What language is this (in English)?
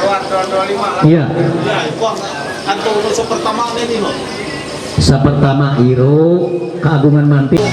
Ma'anyan